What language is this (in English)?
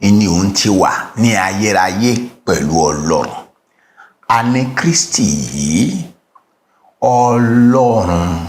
Yoruba